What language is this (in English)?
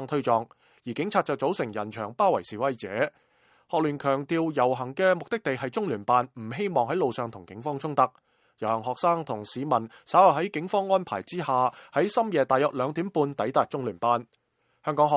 Cantonese